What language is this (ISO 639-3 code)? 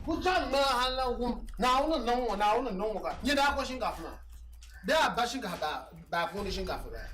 dag